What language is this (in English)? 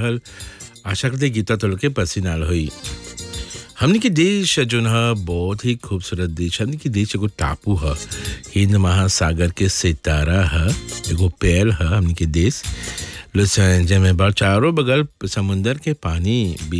Bhojpuri